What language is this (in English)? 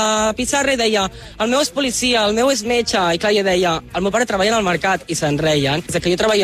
Catalan